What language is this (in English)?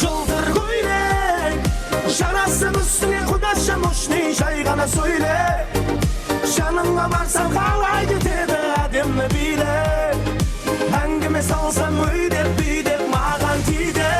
Kara-Kalpak